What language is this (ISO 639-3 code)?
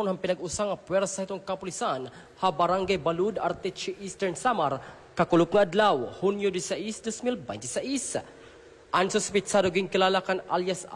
war